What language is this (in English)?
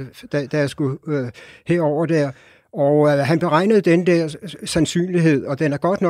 Danish